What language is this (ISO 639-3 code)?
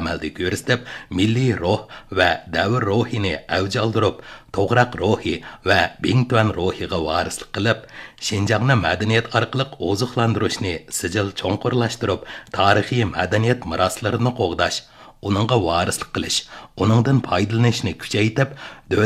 uig